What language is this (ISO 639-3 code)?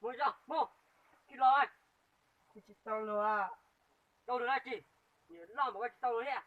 hmn